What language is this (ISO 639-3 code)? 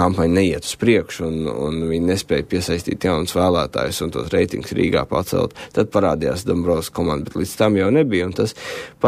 lav